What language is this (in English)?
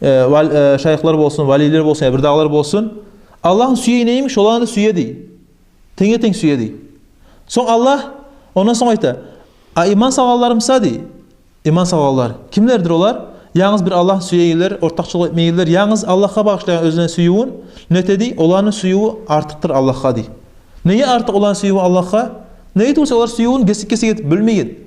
Kumyk